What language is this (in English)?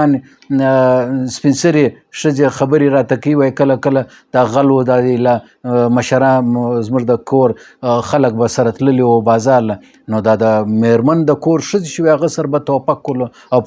Pashto